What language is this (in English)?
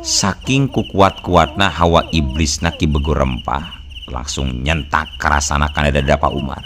Sundanese